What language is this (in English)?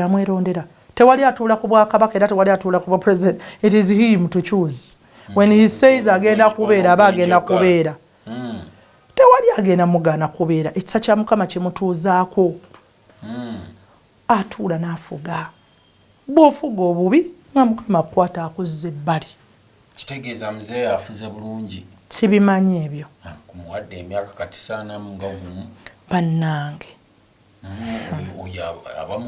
Ganda